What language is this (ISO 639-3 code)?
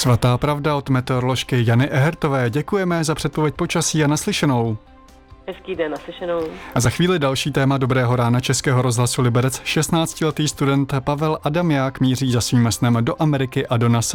ces